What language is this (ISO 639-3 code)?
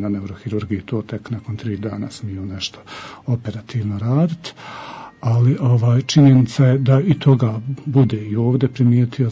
bos